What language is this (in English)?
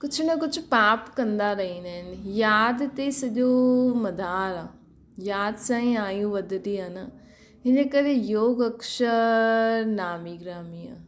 Sindhi